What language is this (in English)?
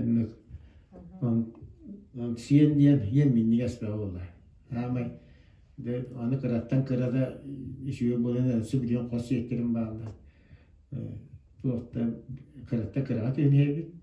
Yakut